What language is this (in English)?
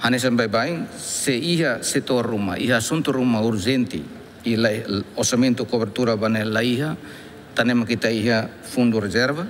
Tetum